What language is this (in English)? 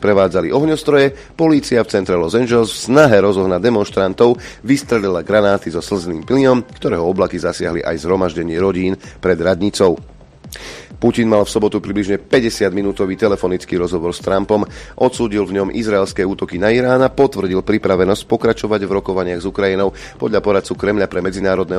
Slovak